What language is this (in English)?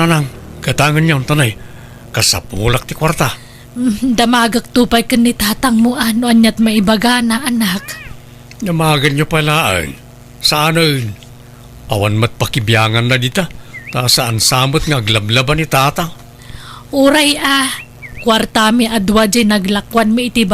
Iloko